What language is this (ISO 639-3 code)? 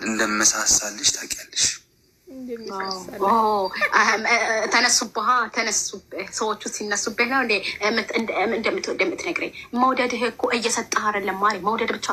amh